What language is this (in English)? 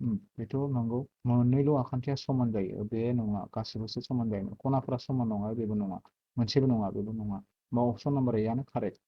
Bodo